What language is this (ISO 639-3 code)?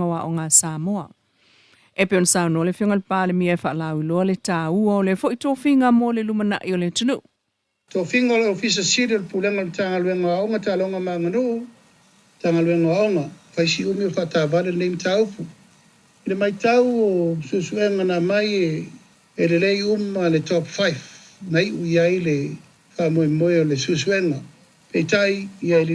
smo